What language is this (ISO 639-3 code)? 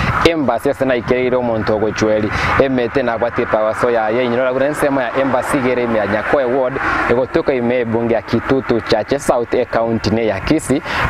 guz